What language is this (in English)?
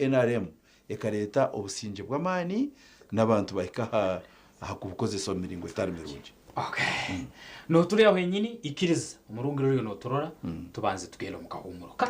Nyankole